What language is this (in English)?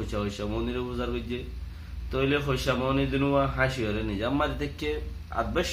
Rohingya